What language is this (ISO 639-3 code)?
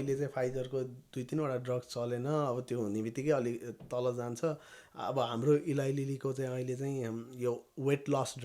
nep